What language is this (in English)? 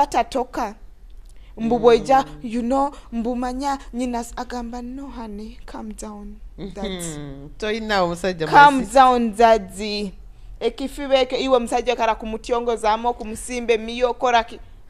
Nyoro